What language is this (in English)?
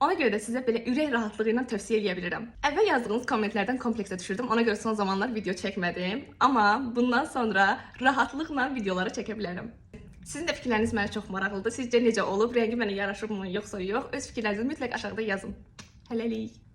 Azerbaijani